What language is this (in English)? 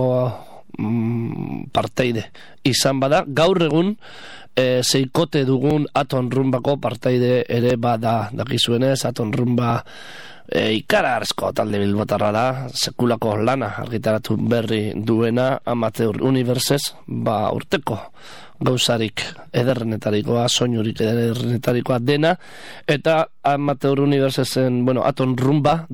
Basque